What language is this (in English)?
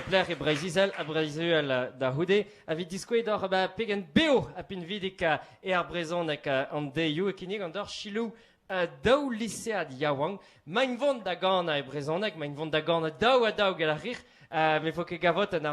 Breton